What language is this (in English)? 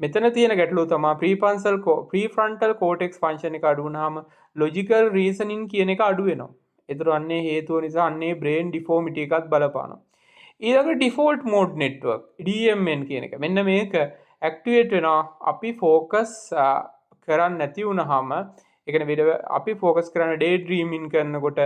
Sinhala